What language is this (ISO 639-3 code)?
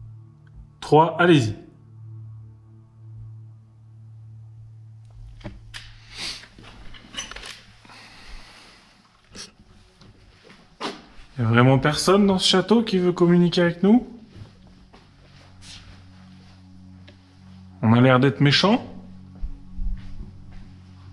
fra